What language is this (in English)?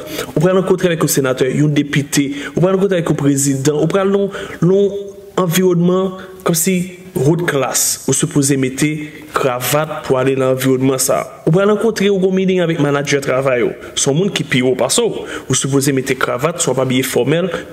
Haitian Creole